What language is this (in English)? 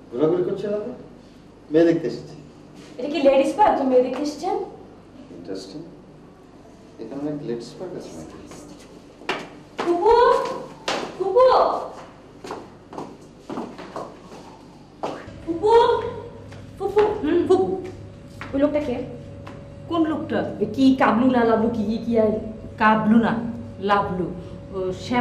Bangla